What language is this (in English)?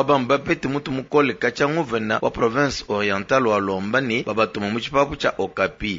Luba-Lulua